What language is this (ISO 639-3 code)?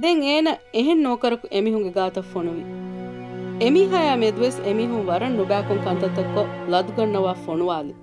div